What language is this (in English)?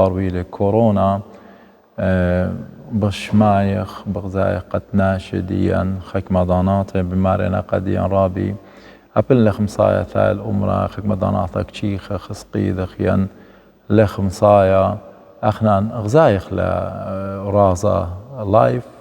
Assyrian Neo-Aramaic